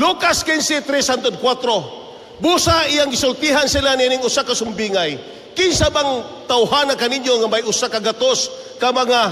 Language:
Cebuano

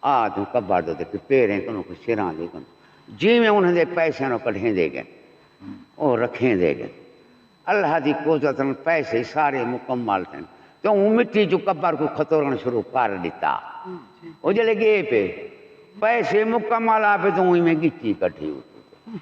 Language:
Saraiki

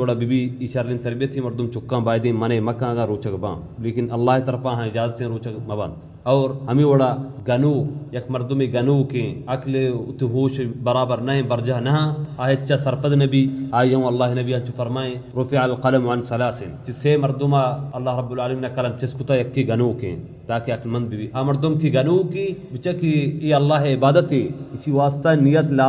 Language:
Baluchi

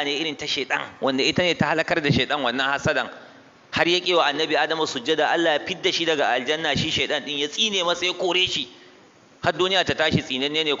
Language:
Hausa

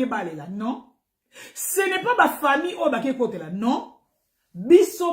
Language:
Lingala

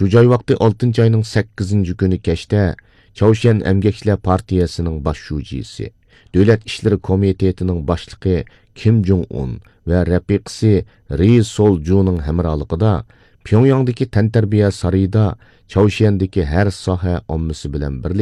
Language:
Uyghur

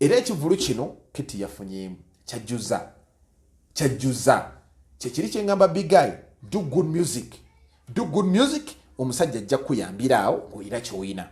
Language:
Ganda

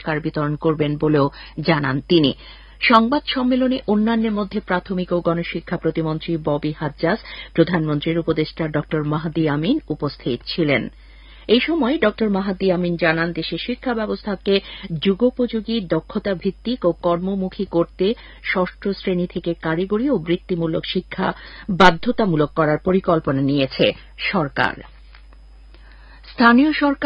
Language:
Bangla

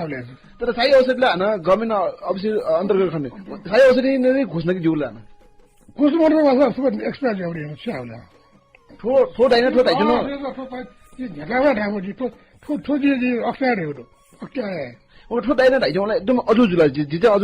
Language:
Newari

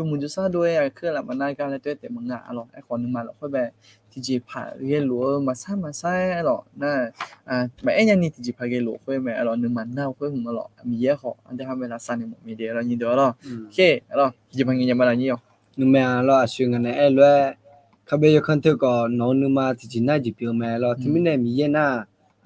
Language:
Akha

